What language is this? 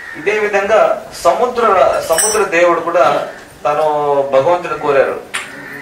Telugu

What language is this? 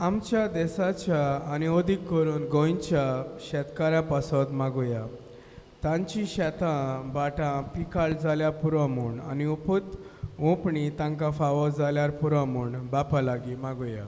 Konkani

